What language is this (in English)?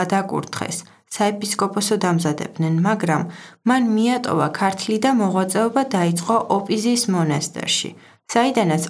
Georgian